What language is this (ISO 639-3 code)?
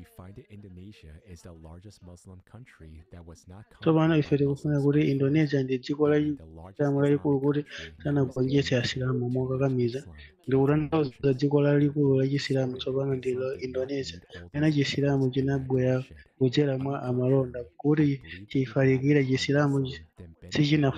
nya